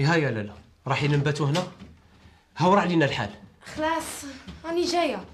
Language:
Algerian Arabic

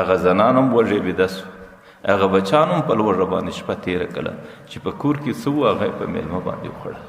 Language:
Pashto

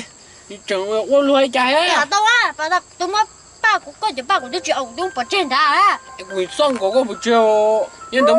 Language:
Hmong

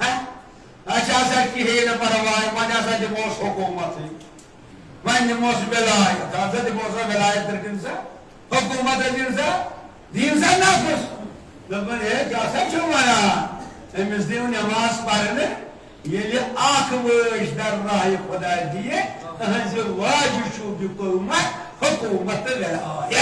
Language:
Kashmiri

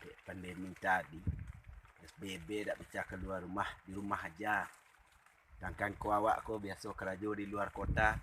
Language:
Minangkabau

